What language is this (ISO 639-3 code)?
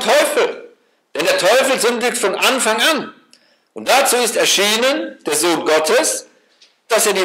deu